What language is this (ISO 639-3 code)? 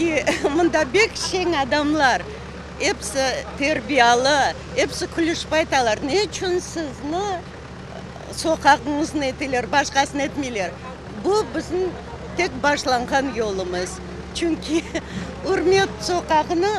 crh